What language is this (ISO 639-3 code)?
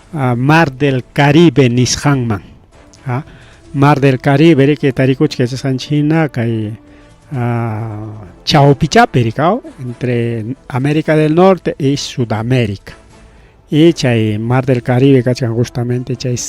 quy